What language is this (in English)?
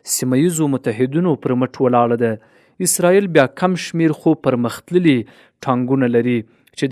Pashto